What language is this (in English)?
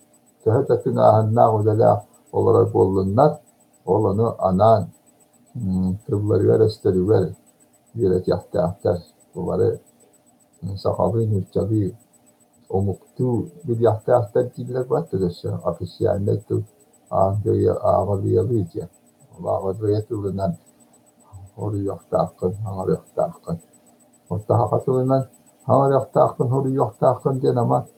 Yakut